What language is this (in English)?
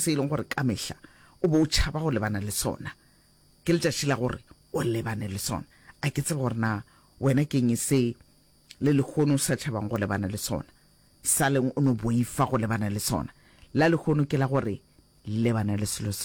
Northern Sotho